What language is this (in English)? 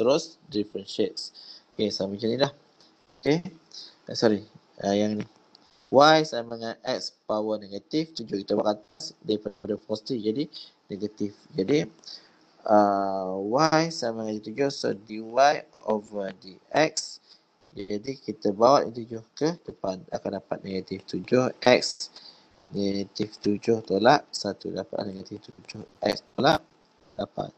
Malay